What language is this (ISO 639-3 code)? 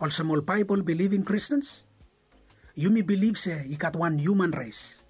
bis